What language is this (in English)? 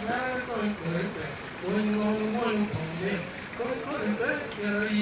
Acoli